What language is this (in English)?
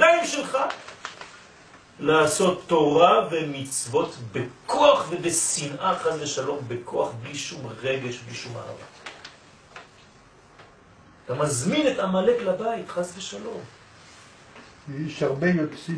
Hebrew